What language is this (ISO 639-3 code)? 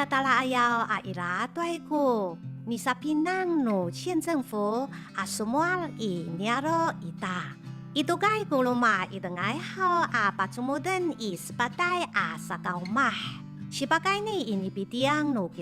ami